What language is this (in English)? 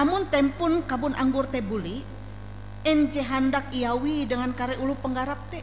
Ngaju